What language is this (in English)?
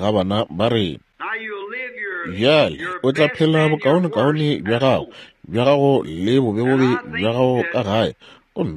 Northern Sotho